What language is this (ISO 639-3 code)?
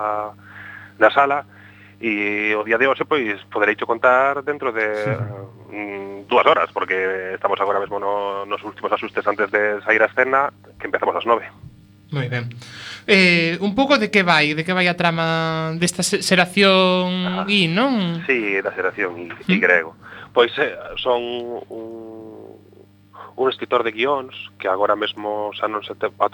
glg